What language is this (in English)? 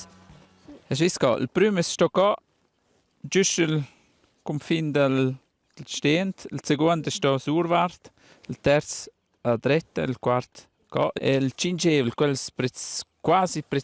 Romansh